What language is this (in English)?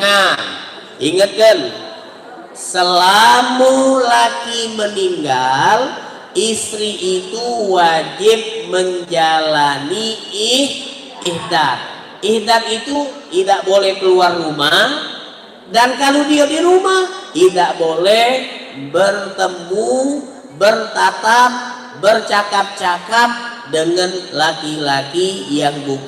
Musi